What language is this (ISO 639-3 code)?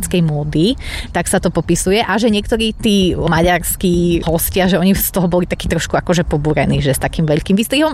slk